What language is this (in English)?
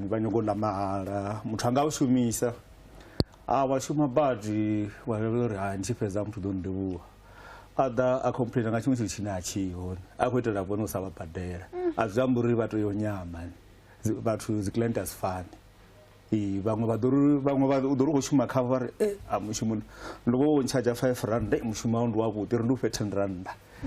Venda